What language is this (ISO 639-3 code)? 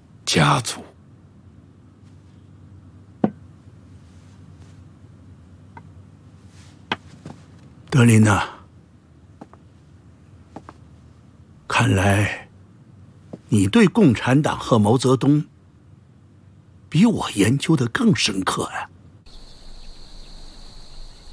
zho